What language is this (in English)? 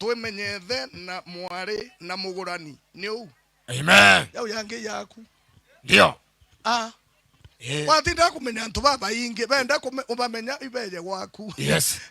Meru